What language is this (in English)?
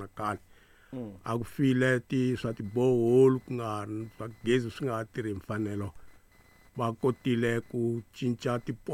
Tsonga